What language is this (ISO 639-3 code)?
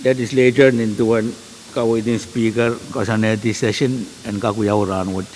pon